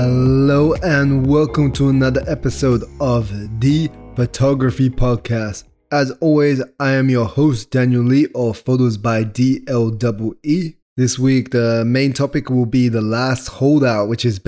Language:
English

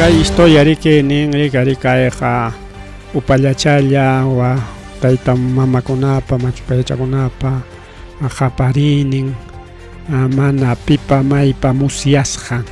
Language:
Ayacucho Quechua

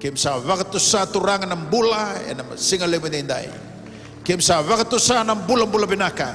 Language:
Fijian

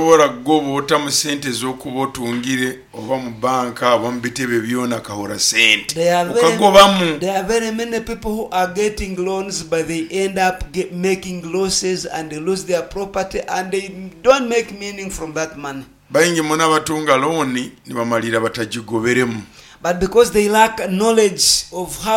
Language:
Nyoro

